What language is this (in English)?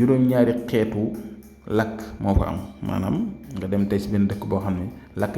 Wolof